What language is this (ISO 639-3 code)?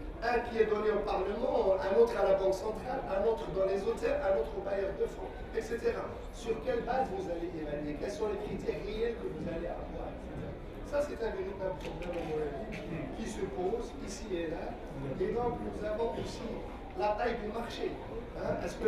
fra